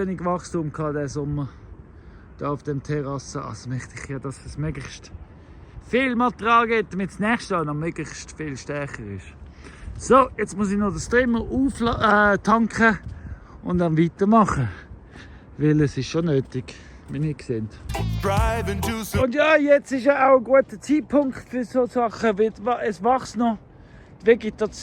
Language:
Swiss German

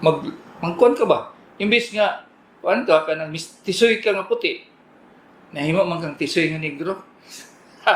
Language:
Cebuano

